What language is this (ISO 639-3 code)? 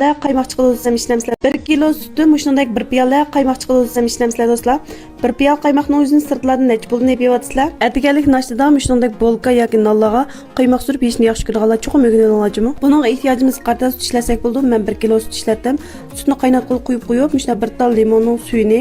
uig